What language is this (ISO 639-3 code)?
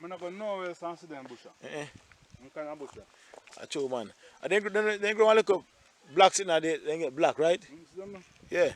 jam